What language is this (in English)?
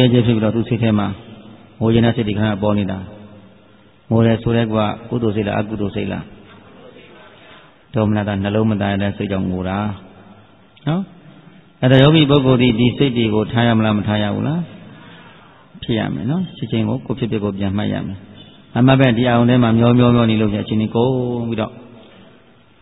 Burmese